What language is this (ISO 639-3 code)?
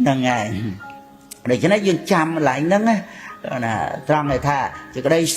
khm